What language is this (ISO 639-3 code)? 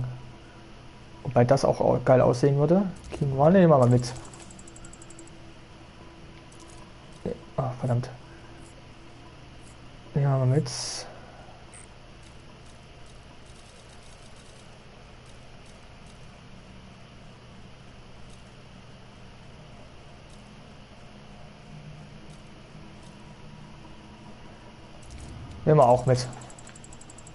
deu